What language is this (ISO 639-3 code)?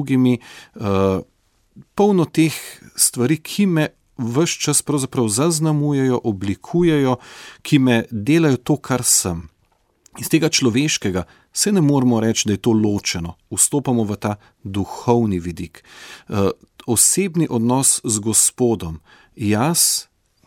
slv